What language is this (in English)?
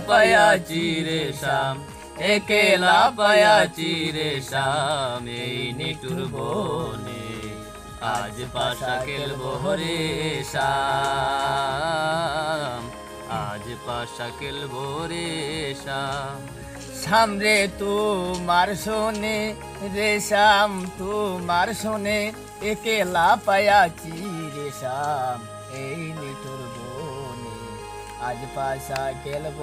Sylheti